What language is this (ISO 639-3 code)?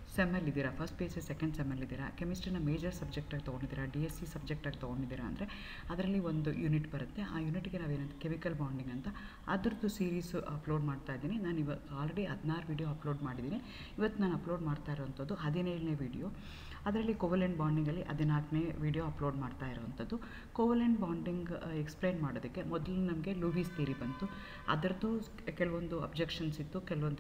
kan